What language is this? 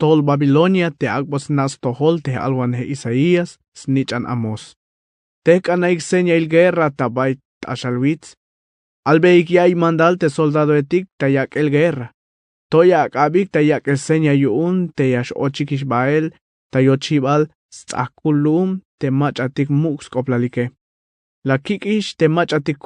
Tzeltal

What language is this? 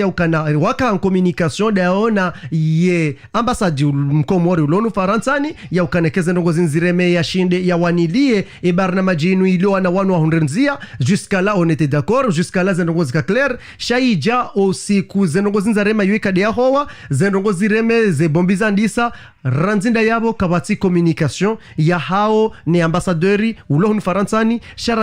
Ngazidja Comorian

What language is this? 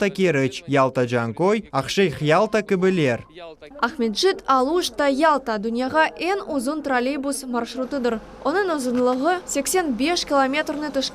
Crimean Tatar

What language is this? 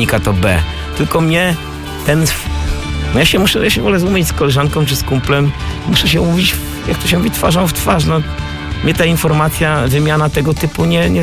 Polish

